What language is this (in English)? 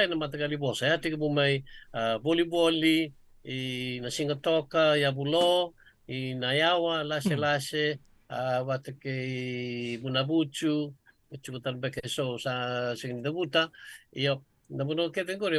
Fijian